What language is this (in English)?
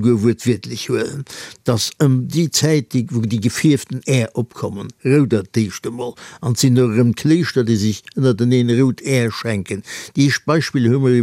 Luxembourgish